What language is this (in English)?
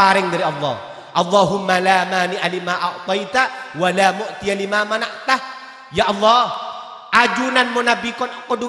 Madurese